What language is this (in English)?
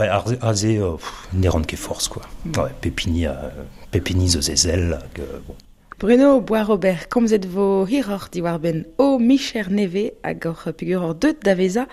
Breton